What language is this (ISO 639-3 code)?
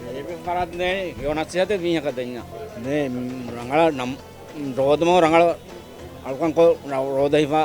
div